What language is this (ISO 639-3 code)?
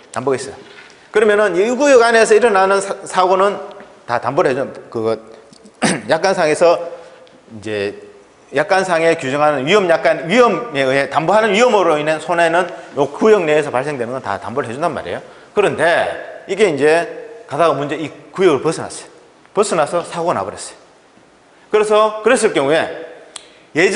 kor